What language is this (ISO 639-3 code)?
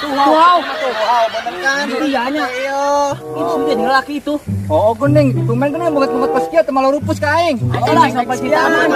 sun